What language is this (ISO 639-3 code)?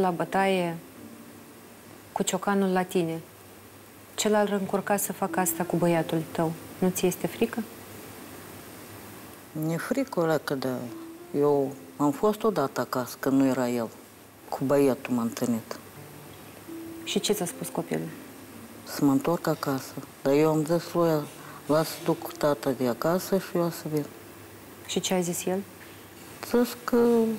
ron